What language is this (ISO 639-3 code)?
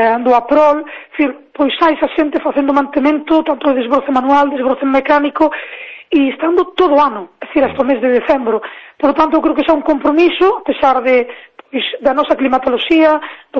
glg